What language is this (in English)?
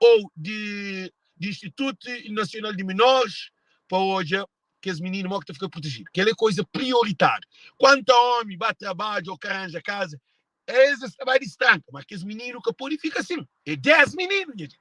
Kabuverdianu